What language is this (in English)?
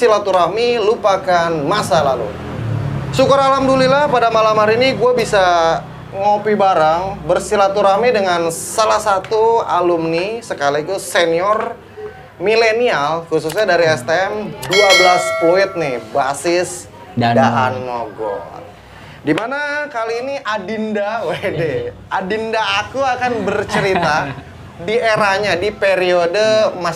Indonesian